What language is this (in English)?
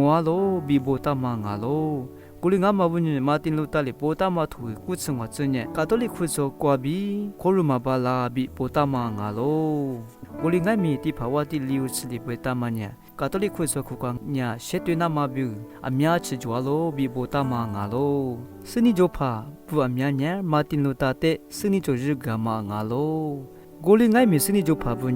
Lisu